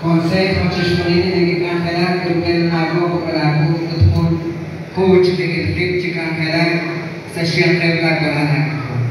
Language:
Kekchí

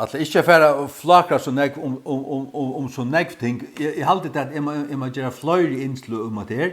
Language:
Faroese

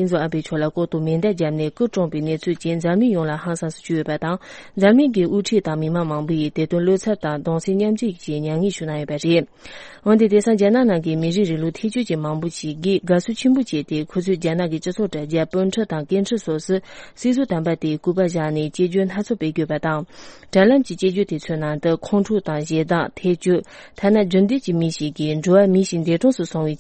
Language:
Tibetan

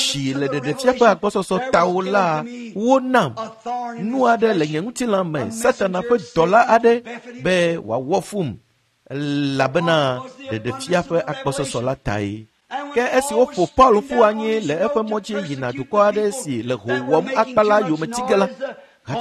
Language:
Ewe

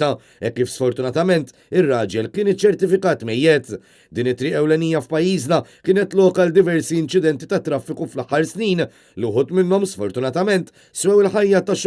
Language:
Maltese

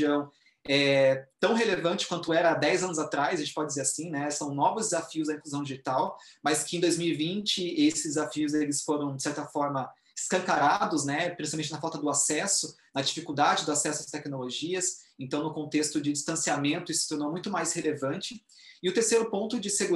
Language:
Portuguese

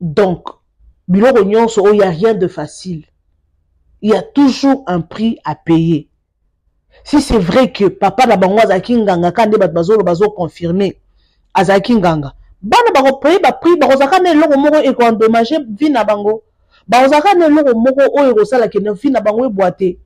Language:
Lingala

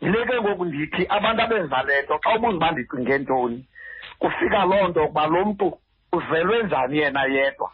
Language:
Xhosa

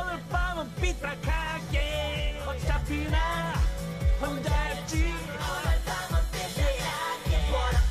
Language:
Korean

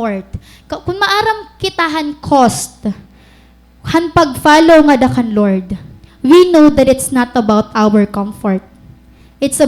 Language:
Waray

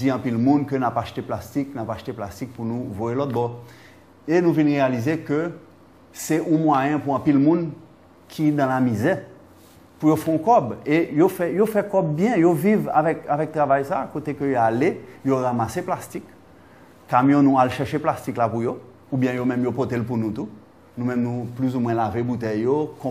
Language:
Haitian Creole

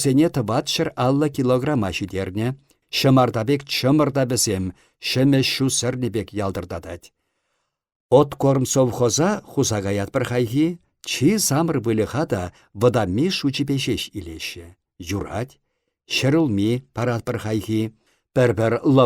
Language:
Chuvash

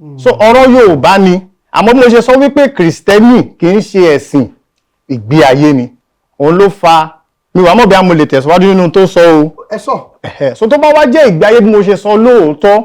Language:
Yoruba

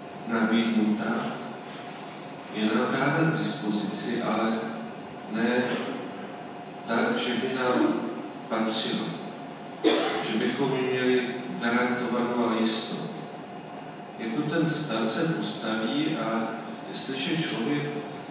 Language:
Czech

